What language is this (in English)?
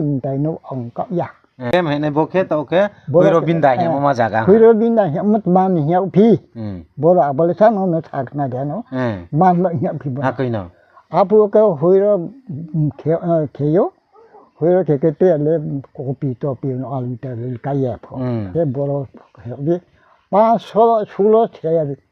Riang (India)